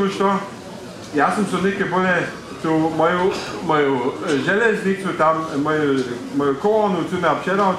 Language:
Upper Sorbian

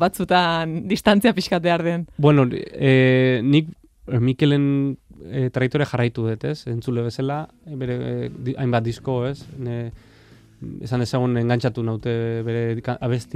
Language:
Basque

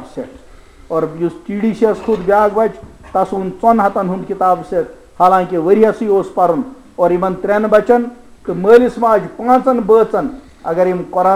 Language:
Kashmiri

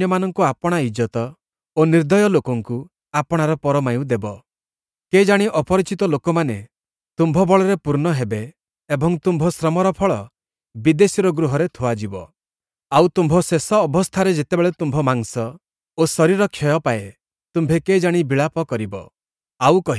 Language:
Odia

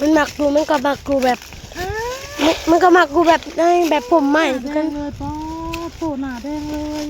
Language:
Northeastern Thai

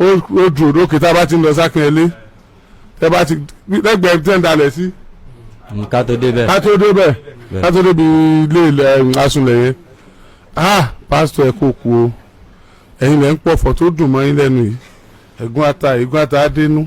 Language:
Yoruba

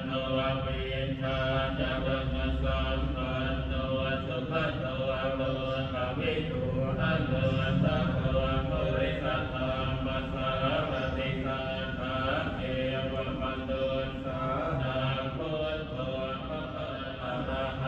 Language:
Pali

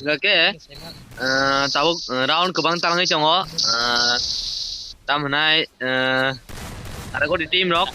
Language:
Kok Borok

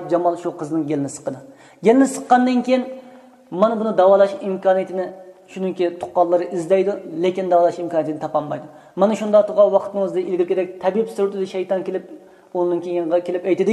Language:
Uyghur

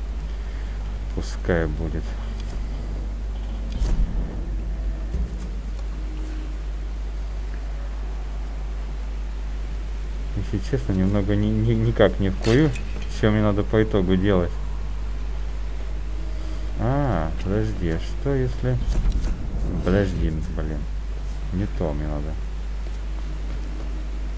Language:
Russian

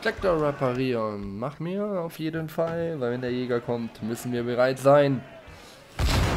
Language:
German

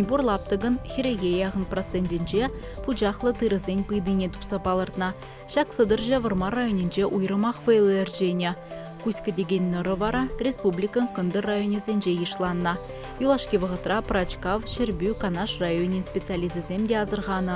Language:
Chuvash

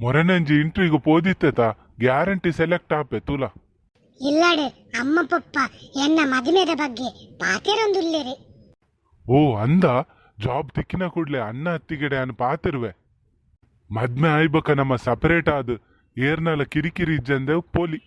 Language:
Tulu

